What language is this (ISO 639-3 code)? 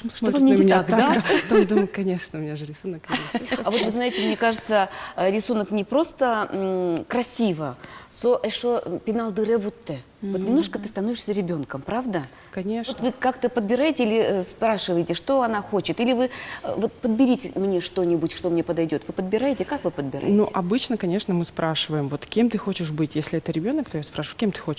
udm